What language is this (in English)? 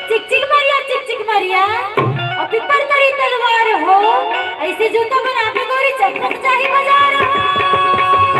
Chhattisgarhi